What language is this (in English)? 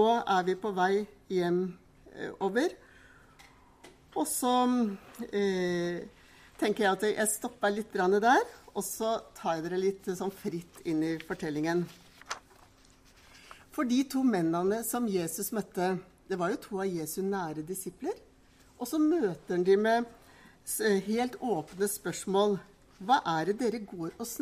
Norwegian